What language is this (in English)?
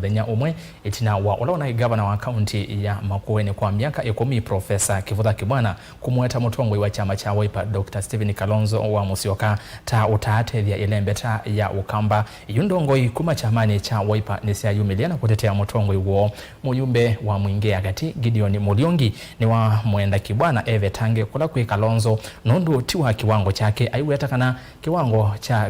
Kamba